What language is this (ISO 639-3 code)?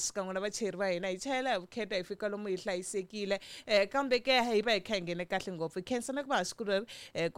tso